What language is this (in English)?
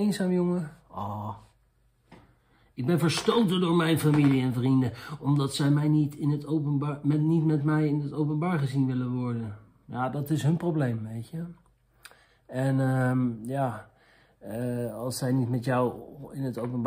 Dutch